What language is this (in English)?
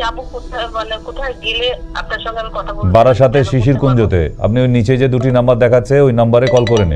Bangla